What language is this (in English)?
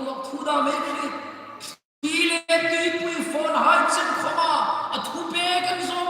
Hmar